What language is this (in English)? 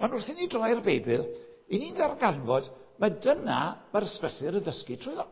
Welsh